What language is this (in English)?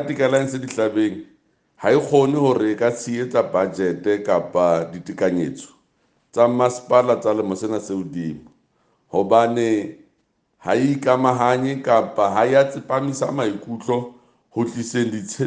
Southern Sotho